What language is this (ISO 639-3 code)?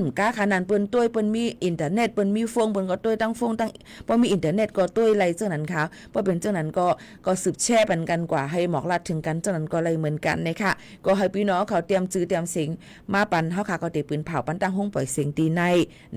shn